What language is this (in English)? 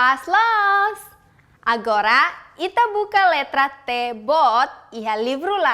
Tetum